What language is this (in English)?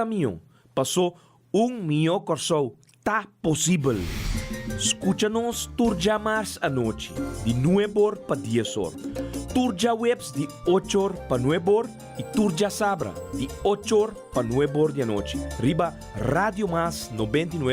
Papiamento